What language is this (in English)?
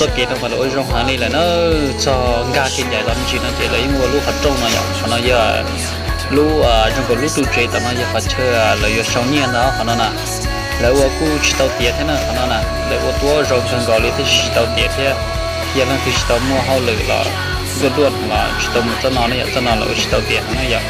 Hmong